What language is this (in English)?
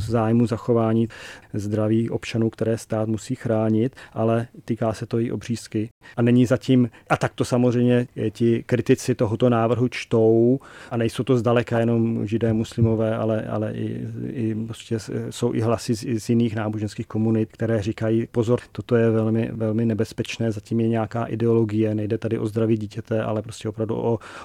Czech